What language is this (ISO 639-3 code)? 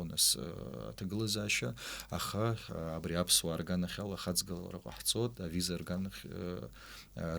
abk